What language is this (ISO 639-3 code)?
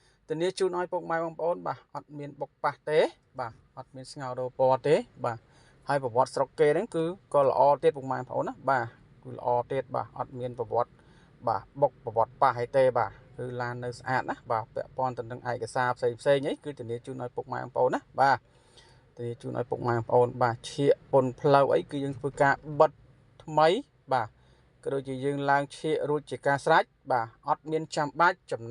khm